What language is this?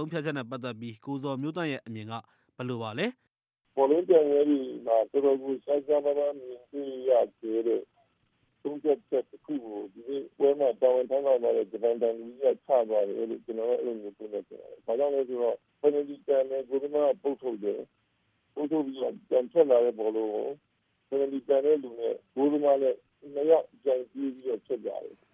Burmese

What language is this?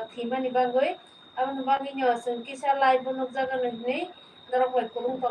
Kok Borok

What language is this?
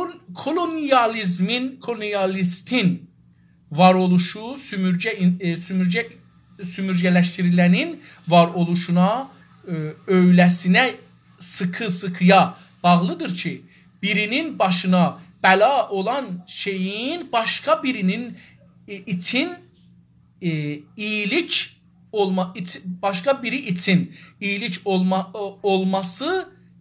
South Azerbaijani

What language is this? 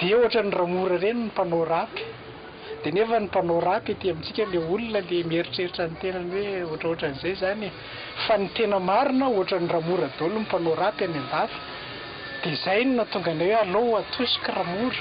Malagasy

